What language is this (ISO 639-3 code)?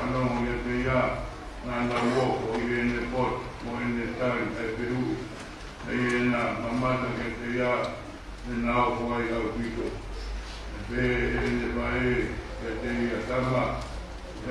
ton